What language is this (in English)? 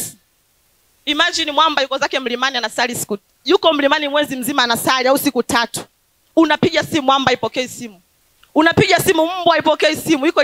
Swahili